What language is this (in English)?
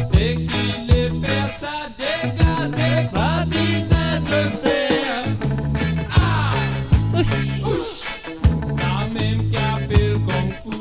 Morisyen